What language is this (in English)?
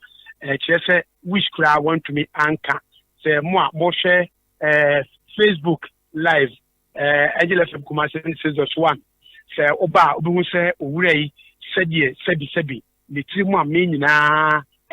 Akan